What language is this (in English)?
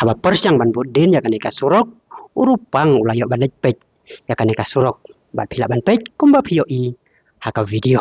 Khasi